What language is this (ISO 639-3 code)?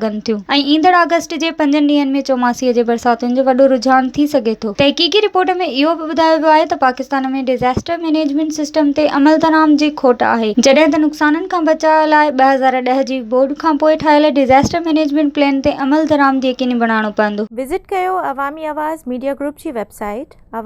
snd